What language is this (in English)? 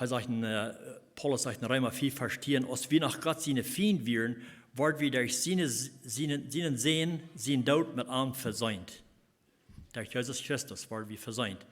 Plautdietsch